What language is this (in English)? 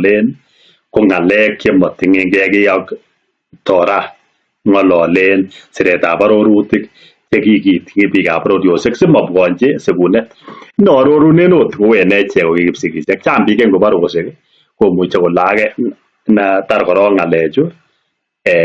Kalenjin